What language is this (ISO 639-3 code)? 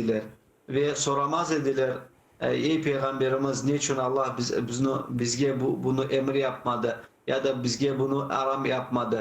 crh